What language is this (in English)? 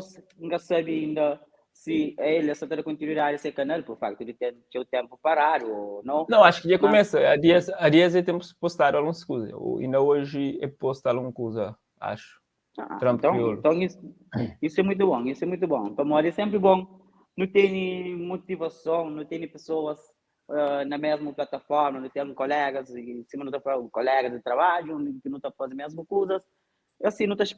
Kabuverdianu